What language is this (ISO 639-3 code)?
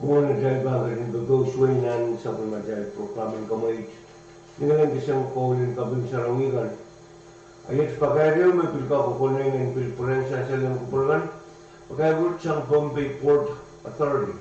pon